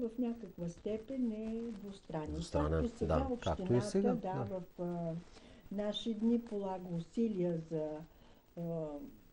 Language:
Bulgarian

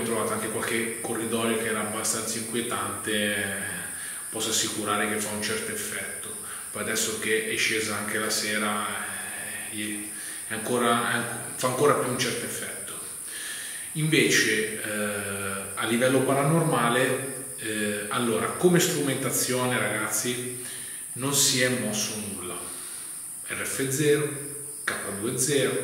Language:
Italian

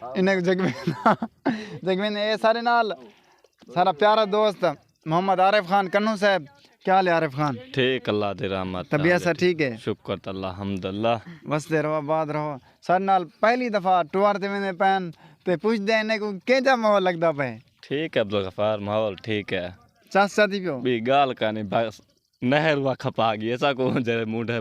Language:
Saraiki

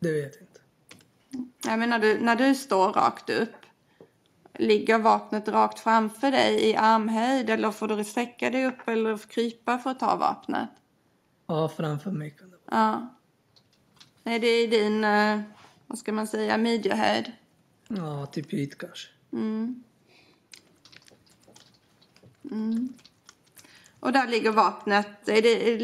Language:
Swedish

